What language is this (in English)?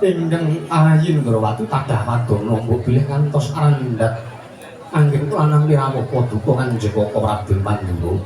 Javanese